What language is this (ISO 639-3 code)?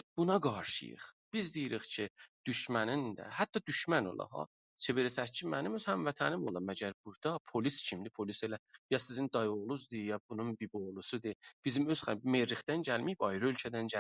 azb